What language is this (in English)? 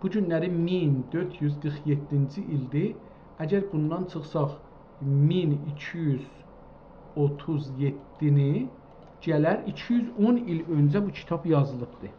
South Azerbaijani